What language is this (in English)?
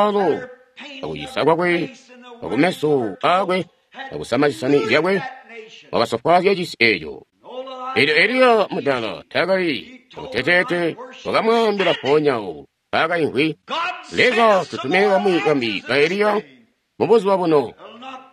Tonga (Zambia)